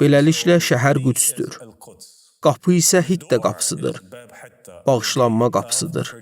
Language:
Azerbaijani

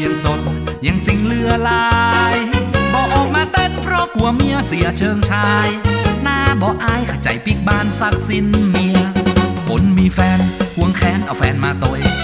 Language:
Northern Thai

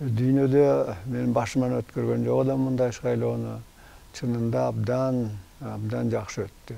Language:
Kyrgyz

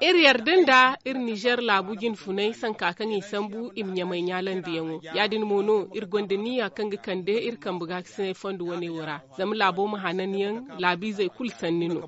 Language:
Zarma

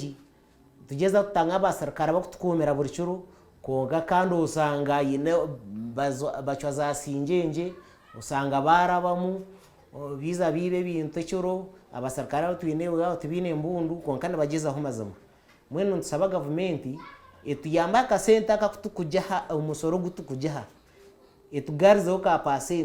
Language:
Nyankole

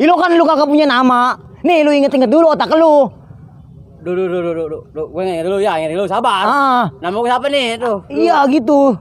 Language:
Betawi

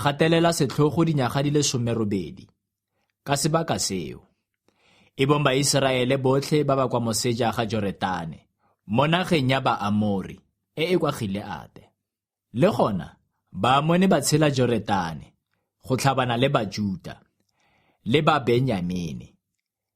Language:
Tswana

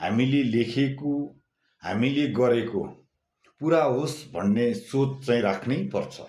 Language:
Nepali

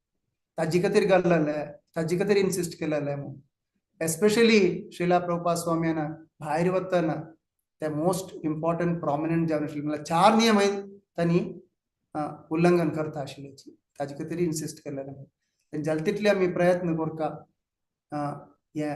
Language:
Konkani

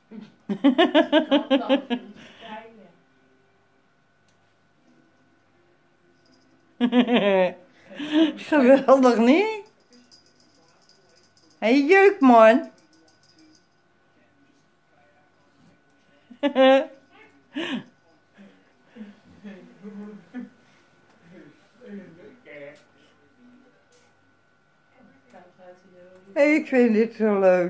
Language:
Dutch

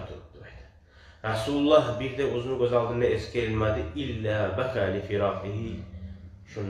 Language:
Kumyk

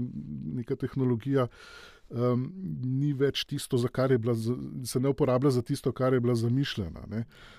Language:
Slovenian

